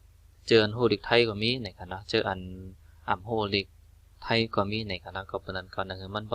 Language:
Shan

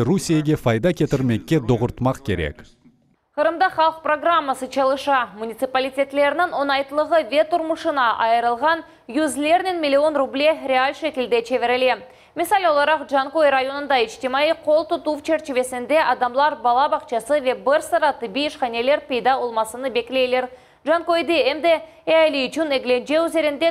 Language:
Crimean Tatar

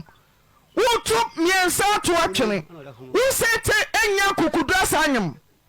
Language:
Akan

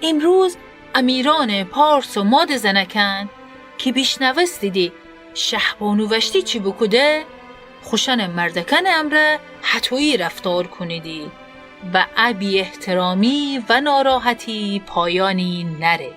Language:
Gilaki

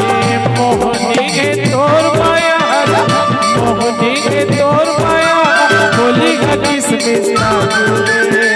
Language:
Chhattisgarhi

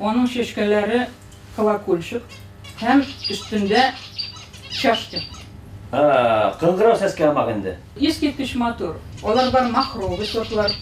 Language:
Bashkir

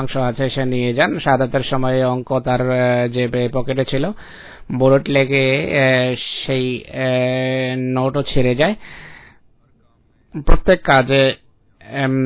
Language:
Bangla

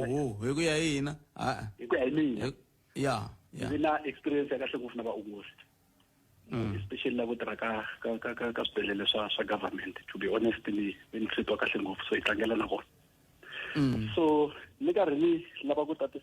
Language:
Tsonga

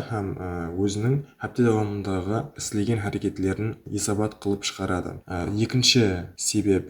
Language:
Kara-Kalpak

